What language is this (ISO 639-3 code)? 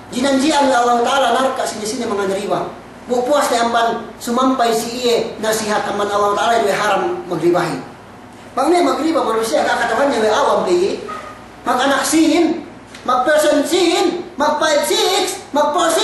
yka